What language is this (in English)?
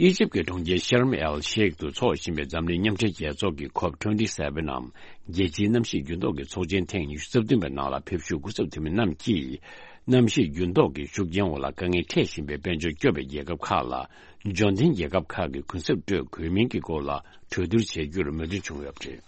Tibetan